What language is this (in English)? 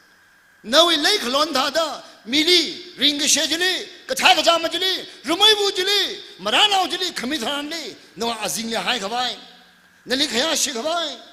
Tangkhul Naga (India)